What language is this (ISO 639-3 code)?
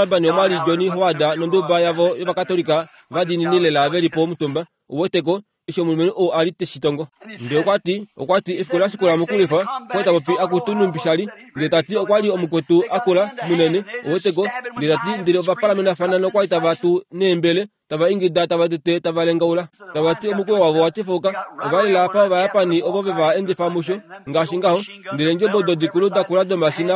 kua